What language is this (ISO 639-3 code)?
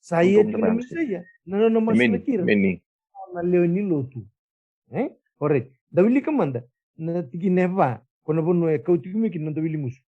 fij